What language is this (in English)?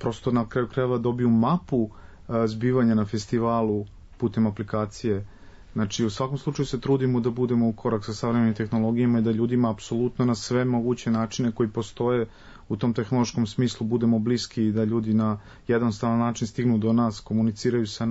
Serbian